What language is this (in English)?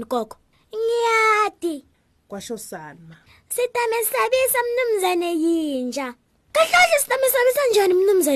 Swati